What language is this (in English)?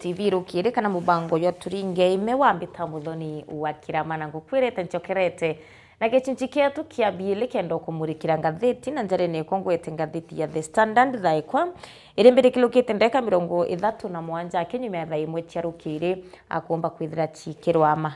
Meru